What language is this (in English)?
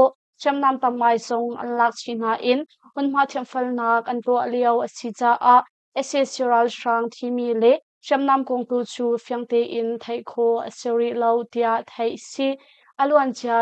Hakha Chin